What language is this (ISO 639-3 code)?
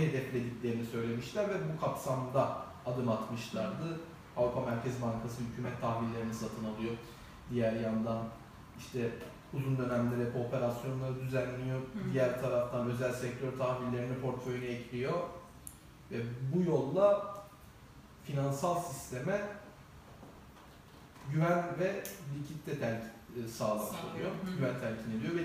tur